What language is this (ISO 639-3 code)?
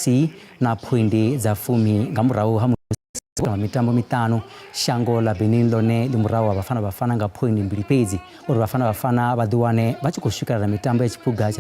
ven